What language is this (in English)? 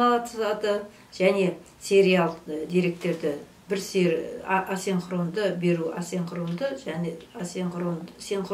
Kazakh